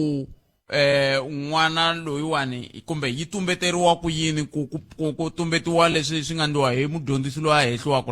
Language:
Tsonga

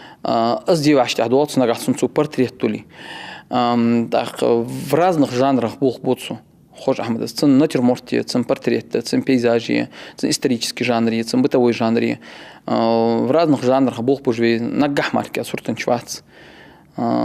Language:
Ingush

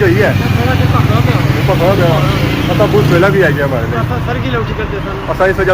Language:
Pahari-Potwari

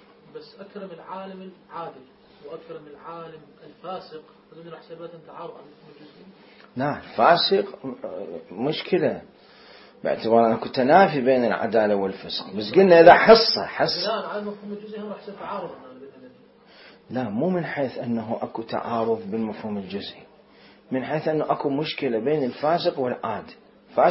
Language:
Mesopotamian Arabic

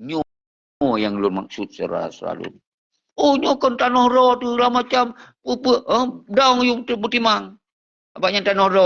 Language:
Achinese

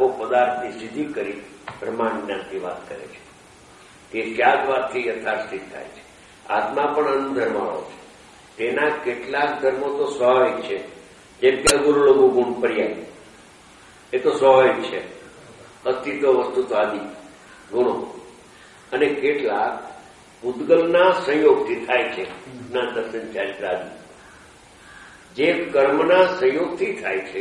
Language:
Gujarati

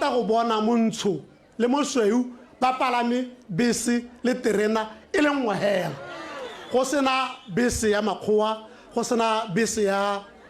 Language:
Tswana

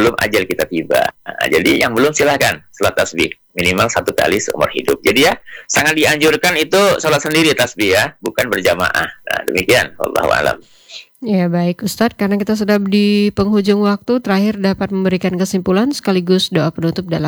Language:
Indonesian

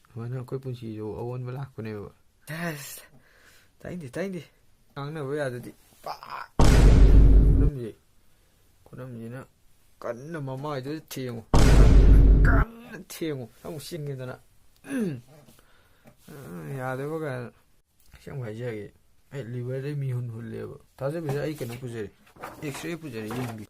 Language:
Manipuri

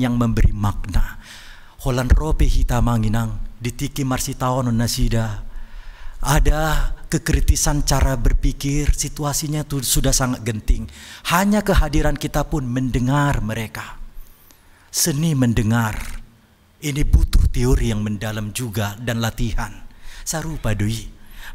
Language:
Batak Toba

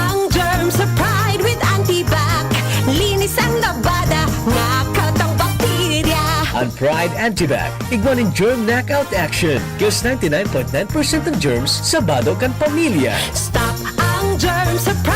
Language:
Bikol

